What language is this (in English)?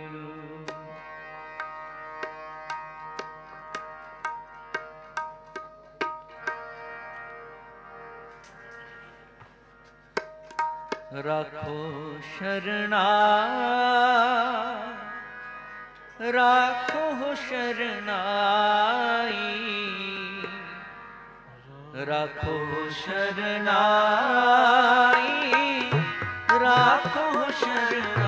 Punjabi